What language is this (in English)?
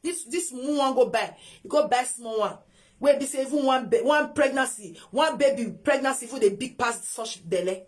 Nigerian Pidgin